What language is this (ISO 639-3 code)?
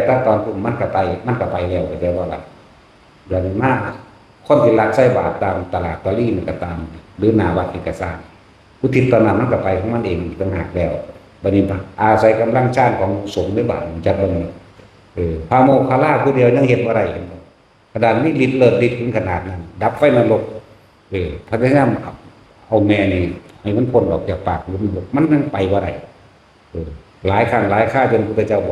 tts